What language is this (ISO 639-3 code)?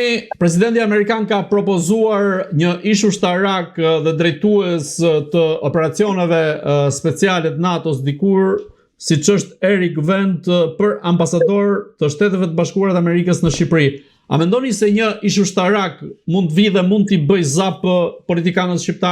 sqi